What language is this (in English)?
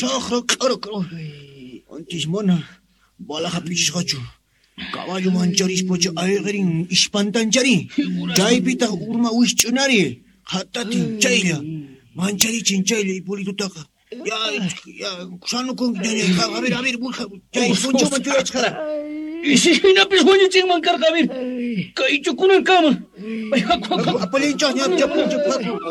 South Bolivian Quechua